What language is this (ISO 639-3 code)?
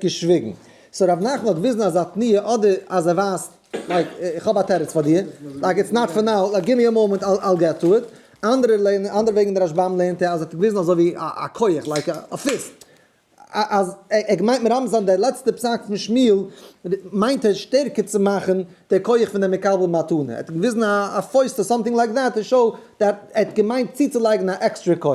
yid